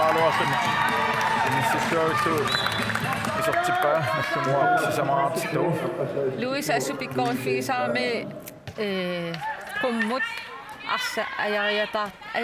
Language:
Kalaallisut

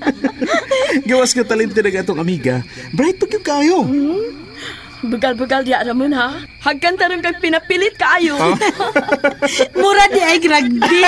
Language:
Cebuano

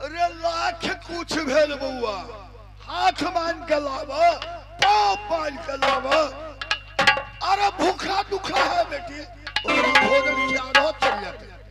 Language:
Maithili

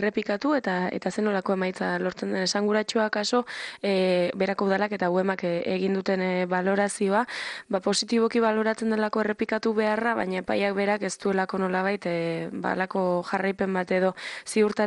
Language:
Basque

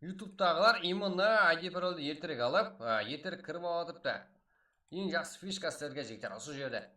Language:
Kara-Kalpak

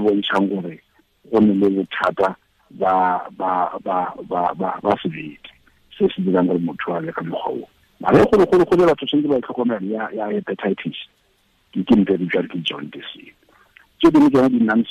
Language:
Tswana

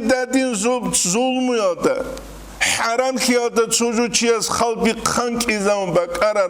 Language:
Avaric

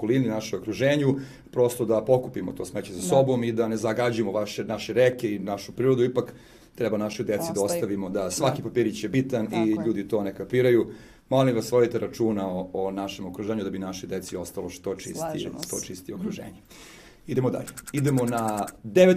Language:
Serbian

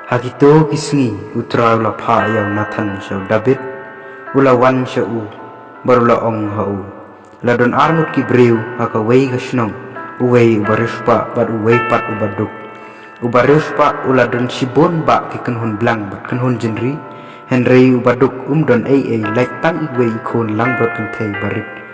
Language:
Khasi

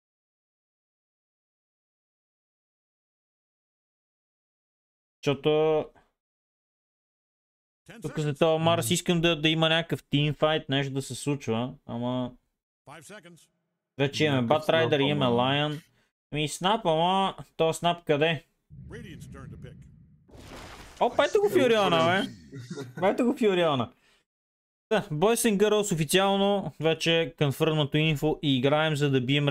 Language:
Bulgarian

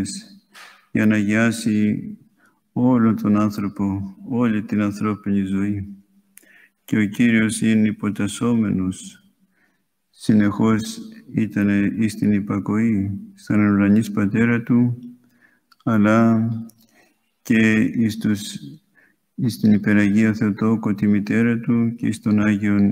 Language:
Greek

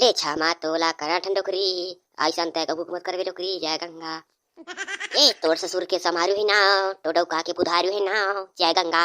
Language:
Chhattisgarhi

